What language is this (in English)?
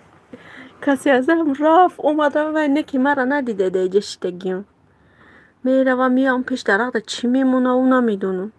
Tajik